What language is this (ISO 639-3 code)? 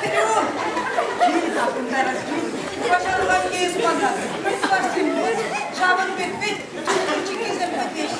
chv